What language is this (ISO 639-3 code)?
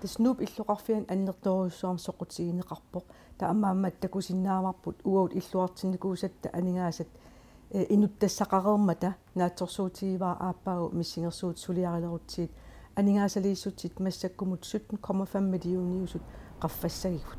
kal